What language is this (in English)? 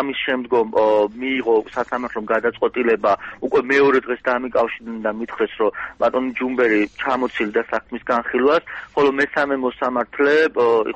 Georgian